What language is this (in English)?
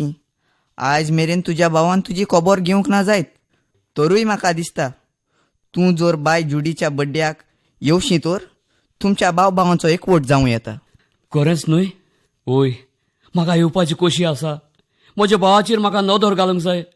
Konkani